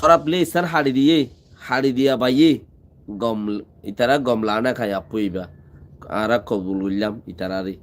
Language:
Rohingya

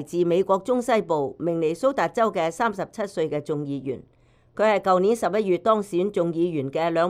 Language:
Cantonese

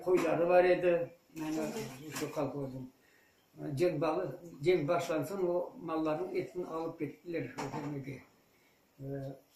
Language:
Crimean Tatar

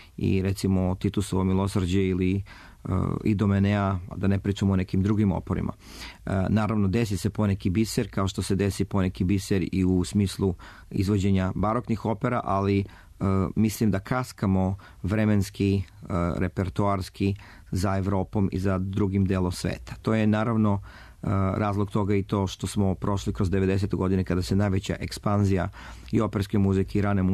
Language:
Serbian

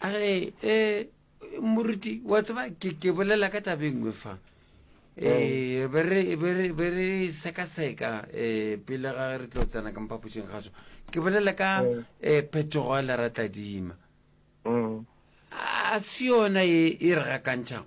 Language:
Northern Sotho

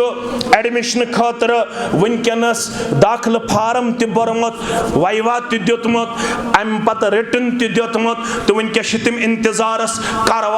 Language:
Kashmiri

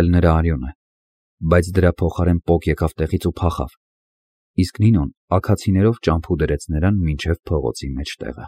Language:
Armenian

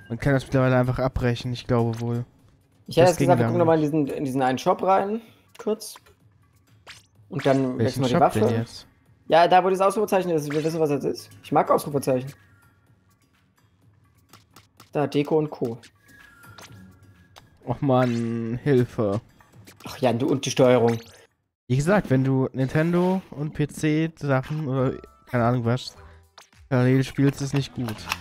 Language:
German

